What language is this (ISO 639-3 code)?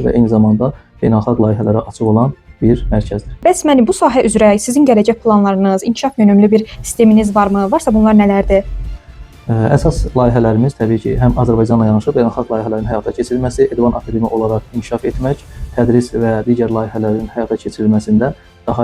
aze